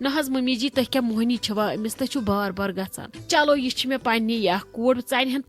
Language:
Kashmiri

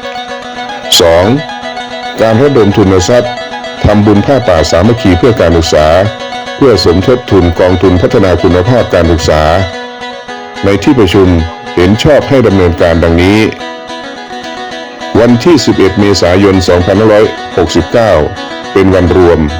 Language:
Lao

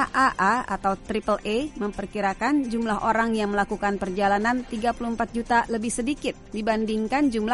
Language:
Indonesian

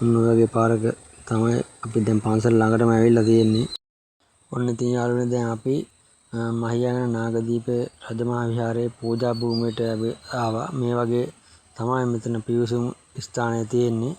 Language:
Sinhala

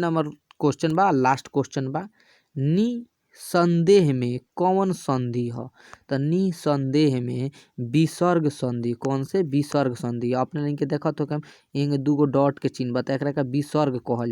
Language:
Bhojpuri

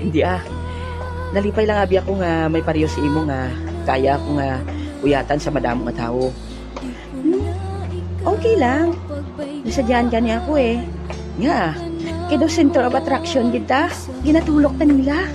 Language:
Hiligaynon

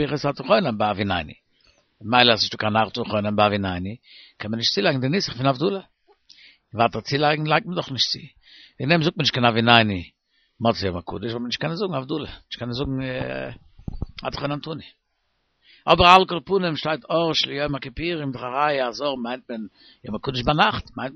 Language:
Yiddish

